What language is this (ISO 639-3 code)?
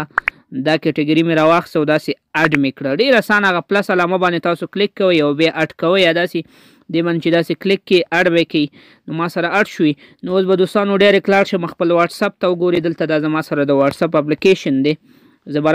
pus